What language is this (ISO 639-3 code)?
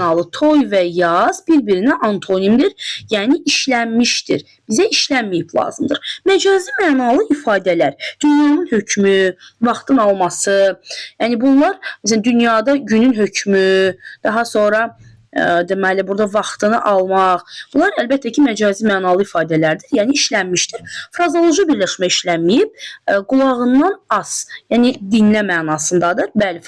aze